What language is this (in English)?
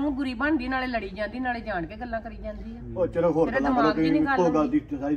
Punjabi